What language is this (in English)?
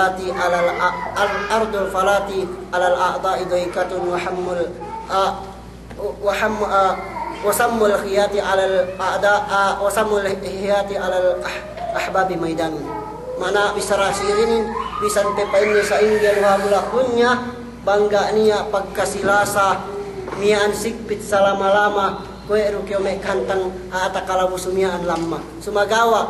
Yakan